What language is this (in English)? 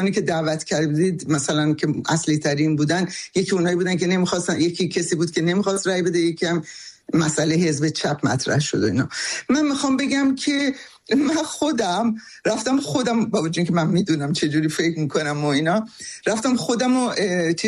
Persian